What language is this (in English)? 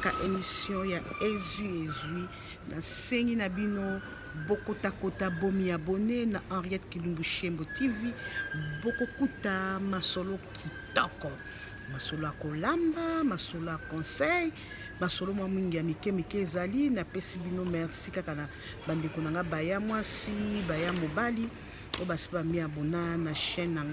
Lingala